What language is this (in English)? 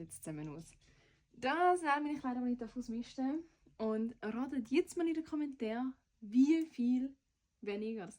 Swiss German